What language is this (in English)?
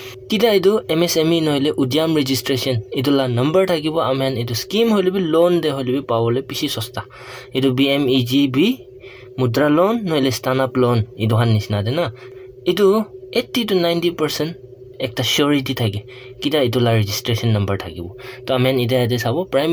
Naga Pidgin